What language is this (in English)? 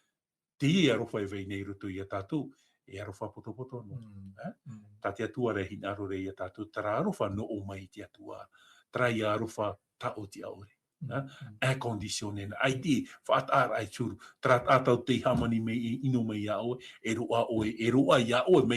Tahitian